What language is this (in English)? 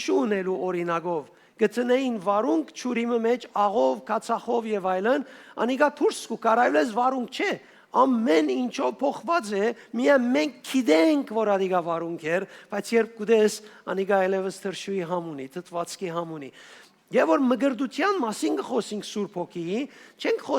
Western Armenian